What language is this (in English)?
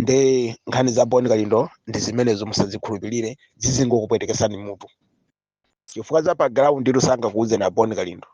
Nyanja